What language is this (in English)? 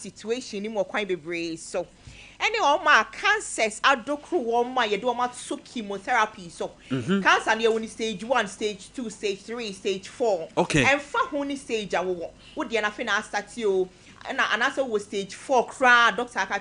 Akan